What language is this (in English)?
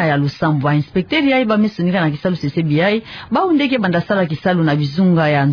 Kituba (Democratic Republic of Congo)